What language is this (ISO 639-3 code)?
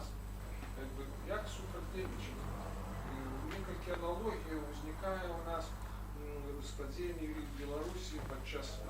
bel